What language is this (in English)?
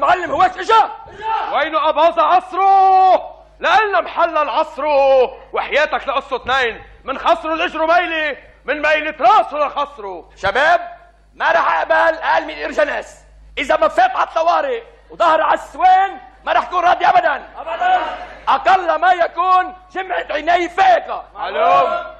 North Levantine Arabic